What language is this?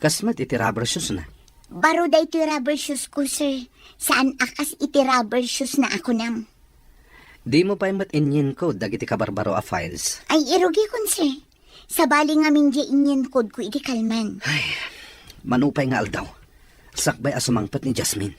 Iloko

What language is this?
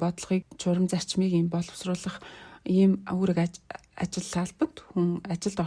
Mongolian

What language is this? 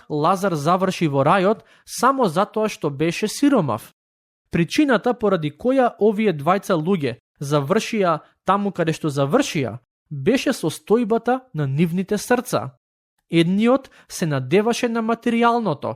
Macedonian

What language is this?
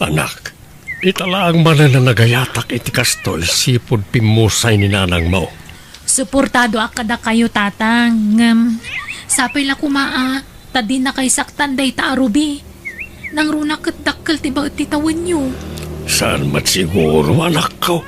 Iloko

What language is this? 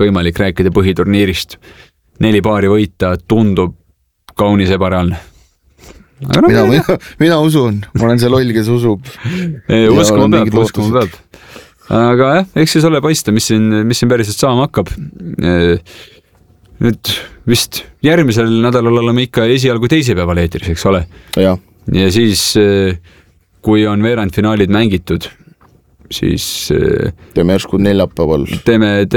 Estonian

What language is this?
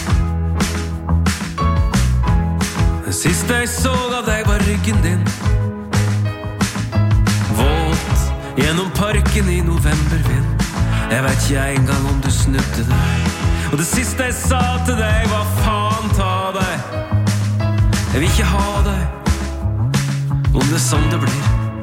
Norwegian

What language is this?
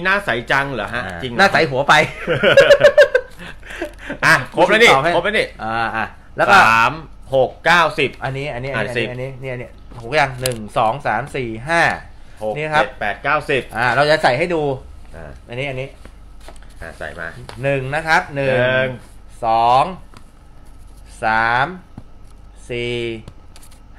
Thai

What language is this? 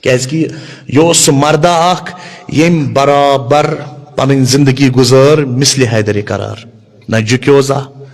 Kashmiri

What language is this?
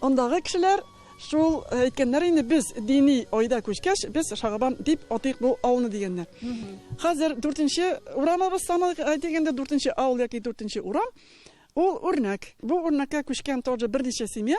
Tatar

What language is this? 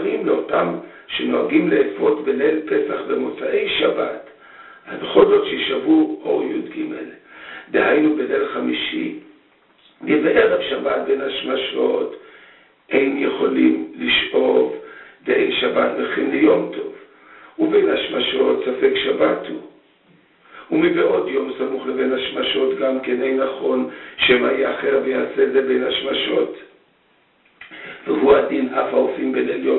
Hebrew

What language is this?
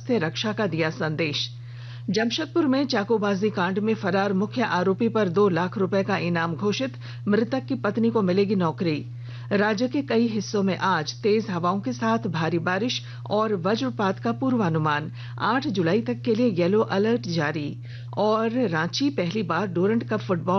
Hindi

